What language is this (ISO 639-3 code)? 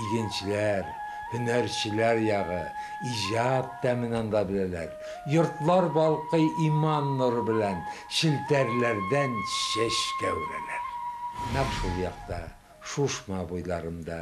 tat